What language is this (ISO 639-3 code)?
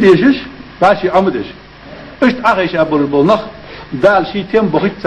inh